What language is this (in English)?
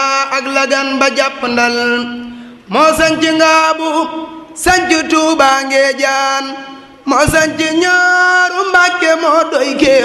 Wolof